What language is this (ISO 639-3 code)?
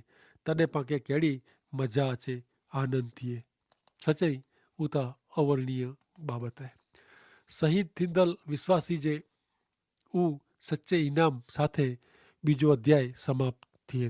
kfr